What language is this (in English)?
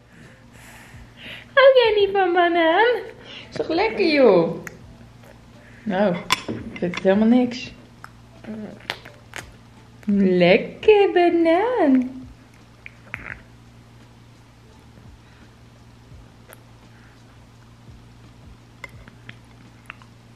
Dutch